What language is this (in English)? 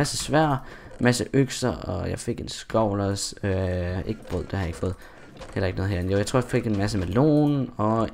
Danish